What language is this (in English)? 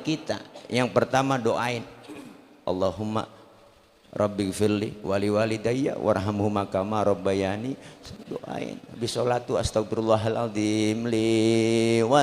Betawi